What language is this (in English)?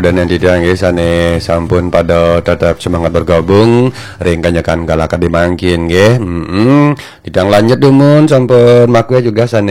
Balinese